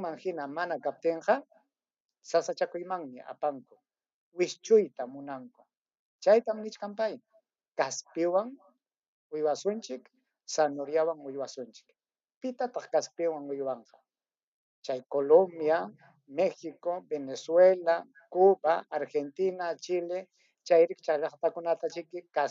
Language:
Ayacucho Quechua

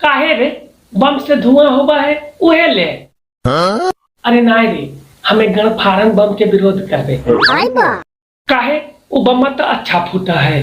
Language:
Magahi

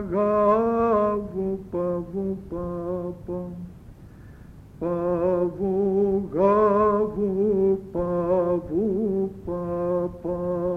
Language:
Greek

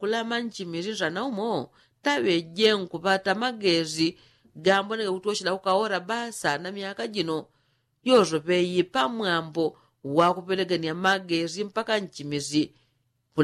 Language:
Yao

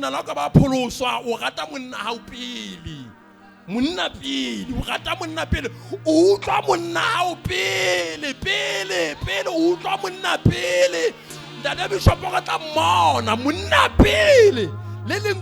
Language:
Southern Sotho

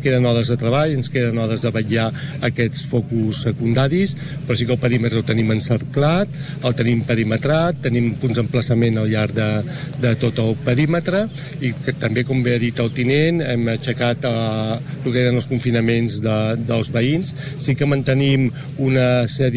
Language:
Catalan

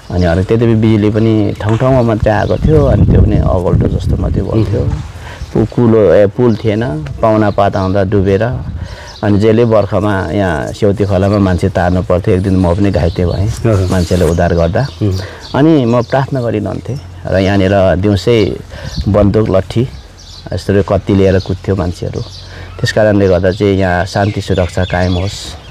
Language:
Nepali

